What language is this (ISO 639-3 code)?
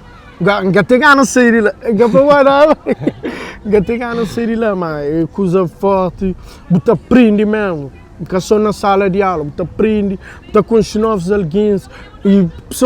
kea